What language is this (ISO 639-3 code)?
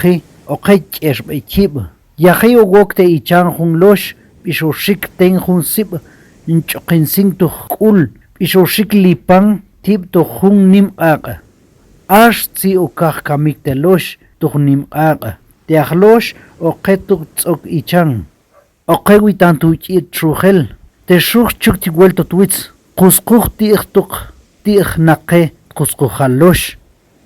ttc